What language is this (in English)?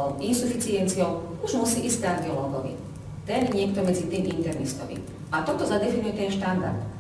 Slovak